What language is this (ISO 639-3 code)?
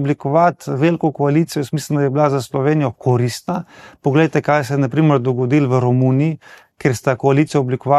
slv